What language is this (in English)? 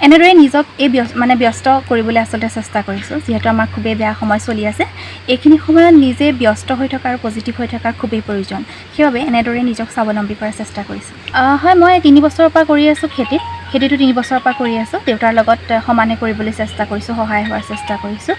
Assamese